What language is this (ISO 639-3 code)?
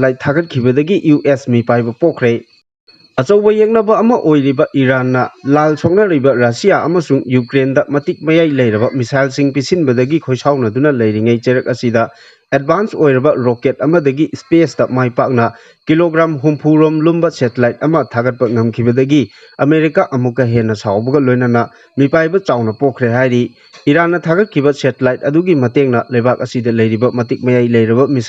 mni